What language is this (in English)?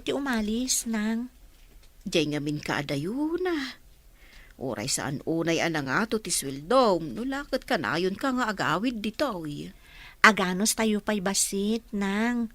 Iloko